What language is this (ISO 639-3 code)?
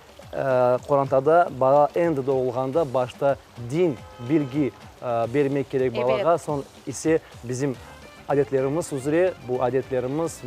crh